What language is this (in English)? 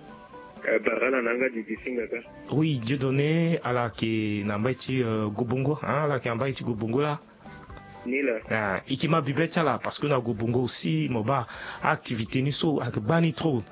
Sango